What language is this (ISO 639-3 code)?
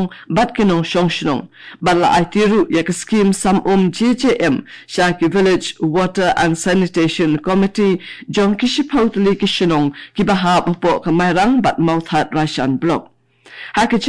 kha